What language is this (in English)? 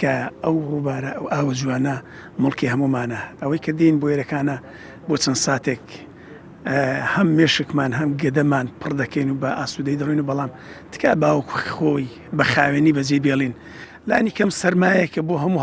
Central Kurdish